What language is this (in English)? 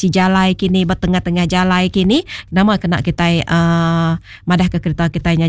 Iban